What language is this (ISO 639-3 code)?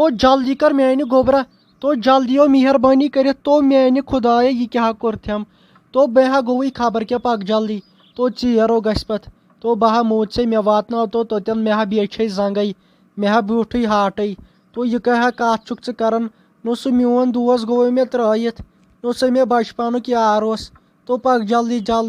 kas